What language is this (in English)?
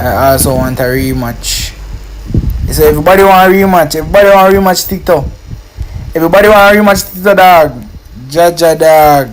Jamaican Creole English